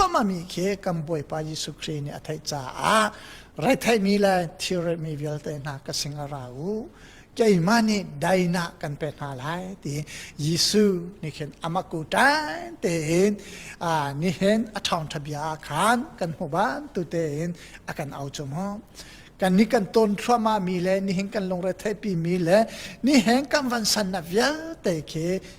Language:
Hakha Chin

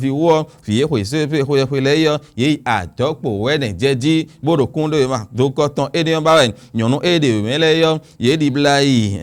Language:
Fon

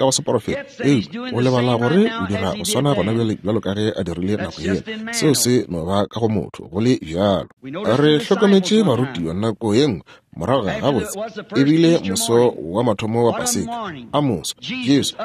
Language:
Northern Sotho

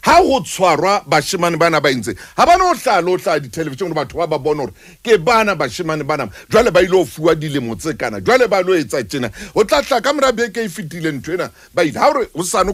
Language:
Southern Sotho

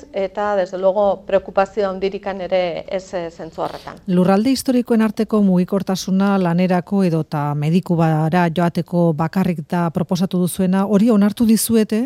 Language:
Basque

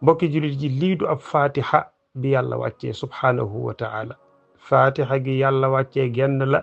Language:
Wolof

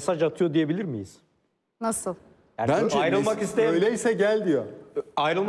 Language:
Turkish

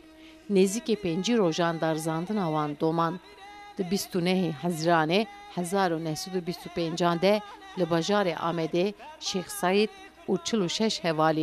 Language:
Kurdish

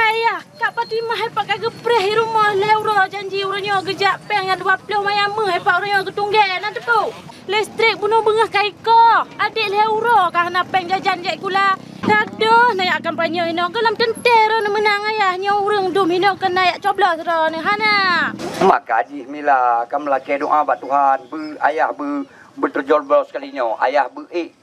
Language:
Achinese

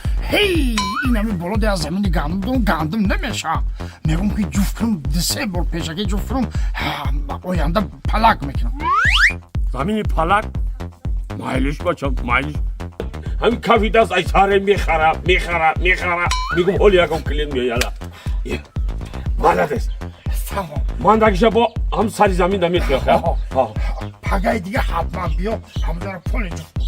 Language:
Tajik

